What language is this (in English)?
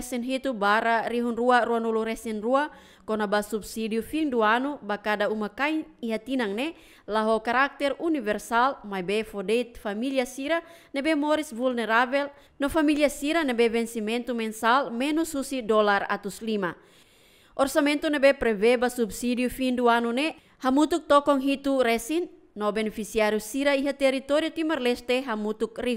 Tetum